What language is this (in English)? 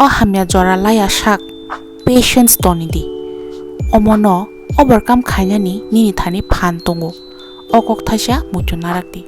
Kok Borok